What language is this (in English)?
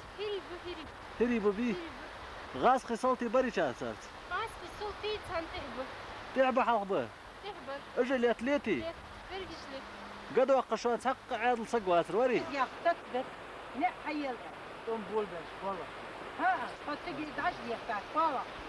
Ingush